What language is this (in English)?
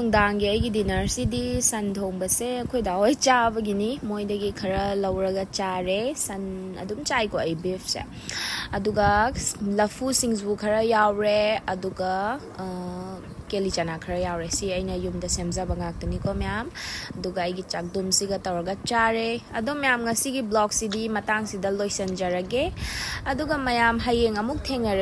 Manipuri